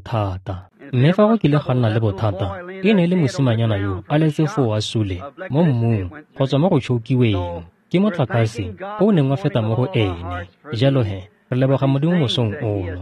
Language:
Tswana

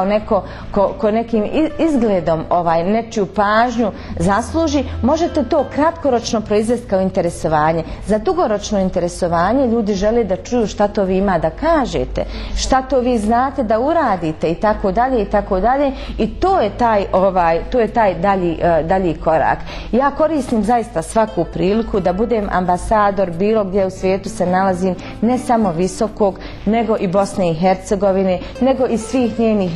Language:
Bosnian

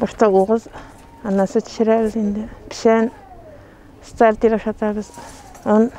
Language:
Tatar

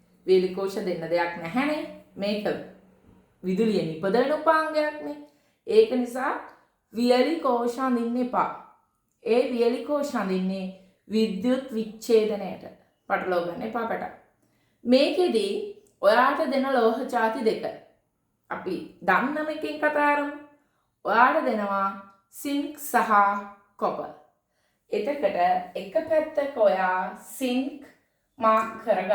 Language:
Sinhala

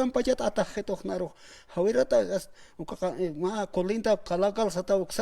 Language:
Aymara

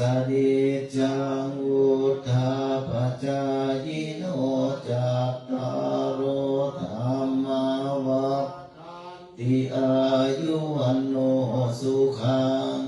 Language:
Pali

